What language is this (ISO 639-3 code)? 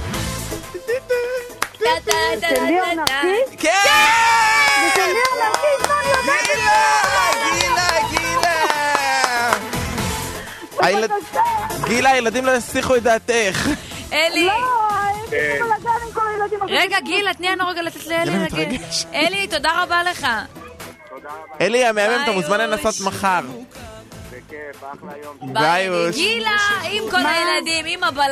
heb